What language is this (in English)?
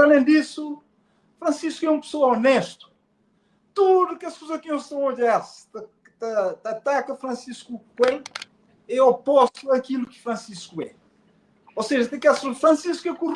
Kabuverdianu